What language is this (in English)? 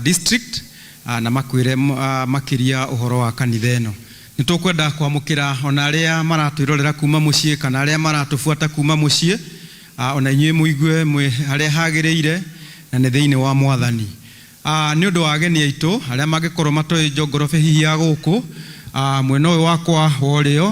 Kikuyu